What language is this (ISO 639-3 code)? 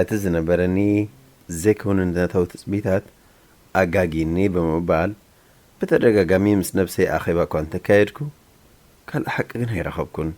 tir